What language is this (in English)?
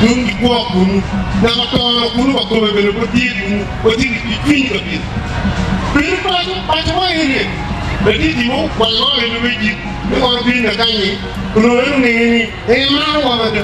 Acoli